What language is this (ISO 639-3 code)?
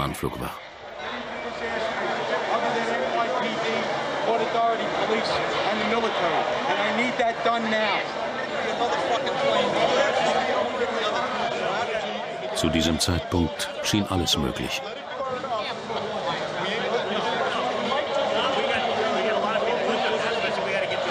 deu